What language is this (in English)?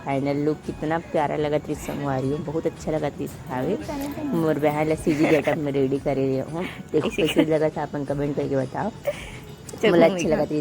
Chhattisgarhi